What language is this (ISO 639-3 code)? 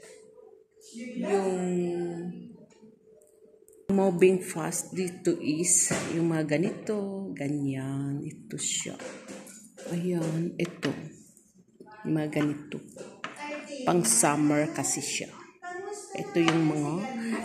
fil